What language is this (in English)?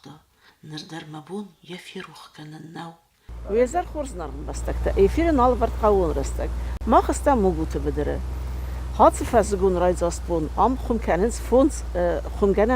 Ossetic